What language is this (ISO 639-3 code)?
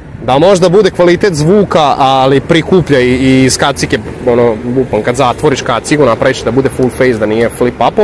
srp